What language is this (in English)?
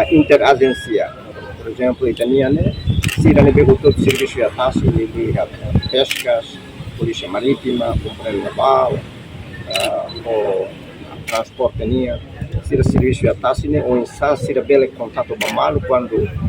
Tetum